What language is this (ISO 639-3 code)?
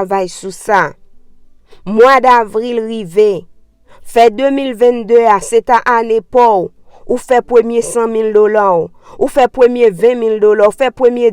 hat